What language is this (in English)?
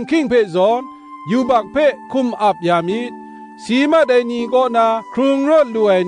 Kachin